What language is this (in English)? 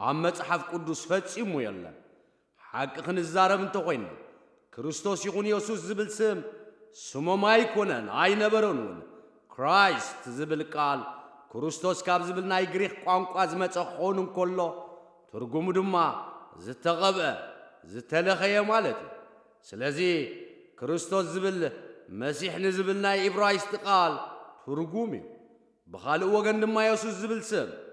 Tigrinya